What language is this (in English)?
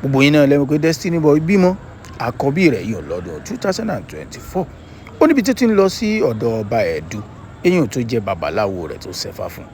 Yoruba